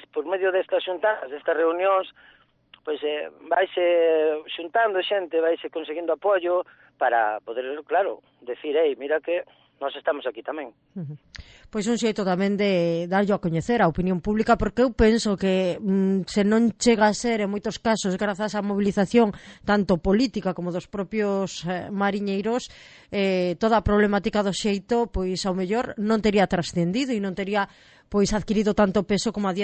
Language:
Galician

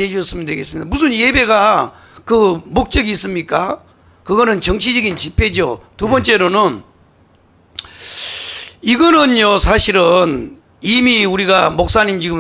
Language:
Korean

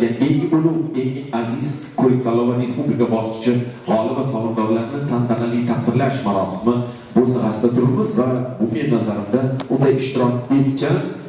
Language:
Uzbek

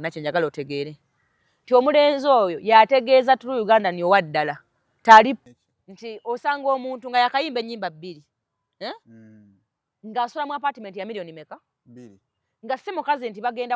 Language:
Ganda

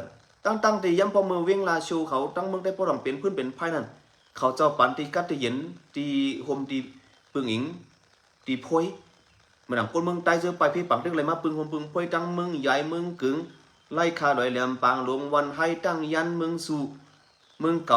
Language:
Shan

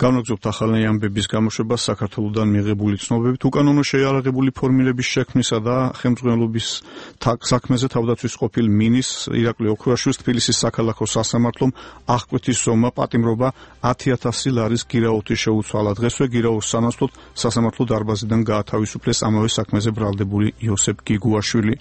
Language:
Georgian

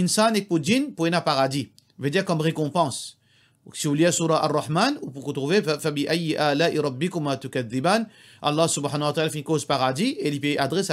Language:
Morisyen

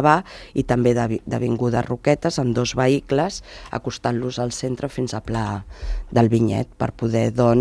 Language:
Catalan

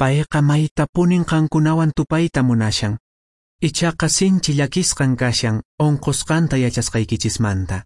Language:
Quechua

